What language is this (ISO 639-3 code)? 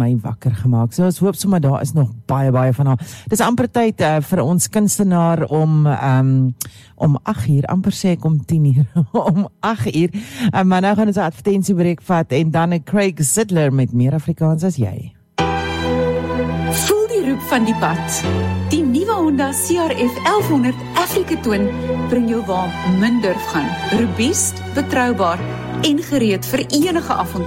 afr